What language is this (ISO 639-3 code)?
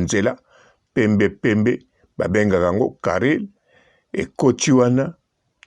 lin